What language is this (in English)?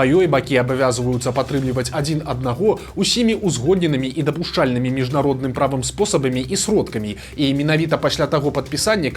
Belarusian